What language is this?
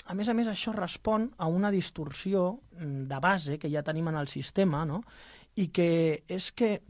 Catalan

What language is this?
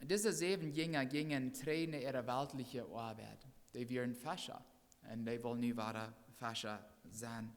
Plautdietsch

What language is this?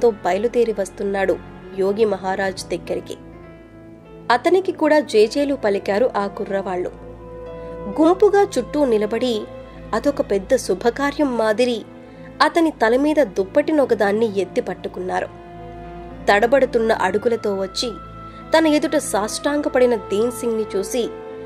Telugu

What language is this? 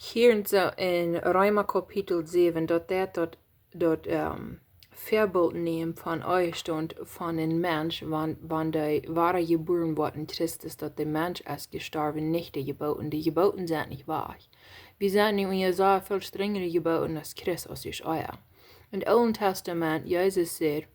Plautdietsch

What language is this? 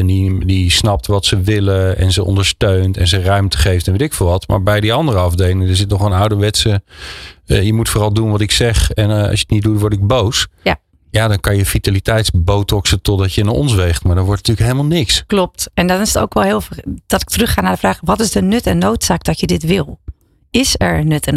Dutch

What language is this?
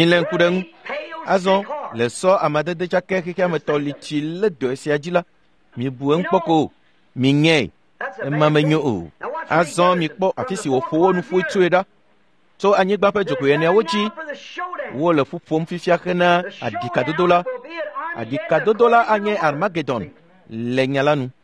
Ewe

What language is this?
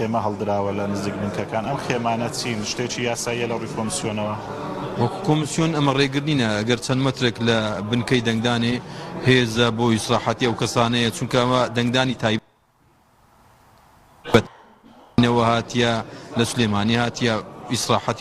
Central Kurdish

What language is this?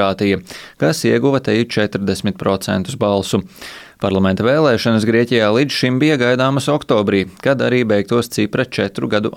Latvian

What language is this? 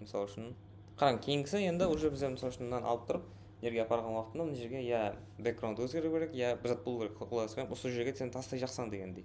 Kara-Kalpak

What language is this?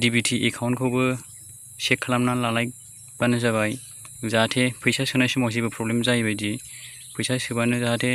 Bodo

